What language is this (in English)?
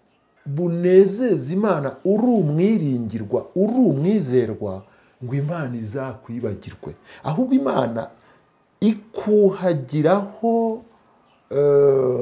Kinyarwanda